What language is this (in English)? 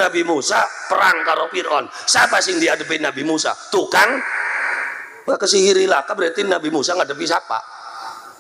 Javanese